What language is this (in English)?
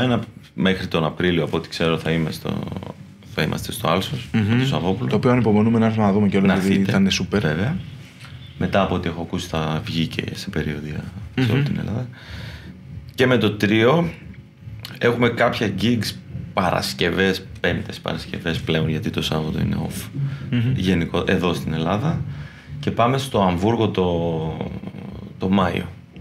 Greek